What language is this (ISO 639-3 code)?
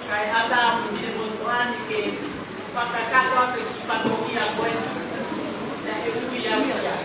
ton